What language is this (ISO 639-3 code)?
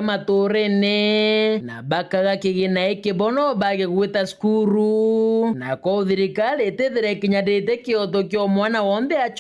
mer